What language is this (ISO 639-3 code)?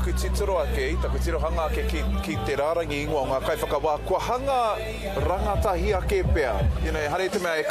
mri